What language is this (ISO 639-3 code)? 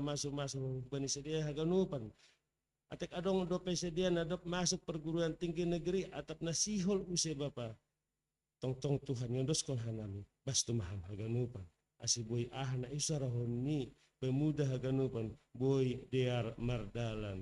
bts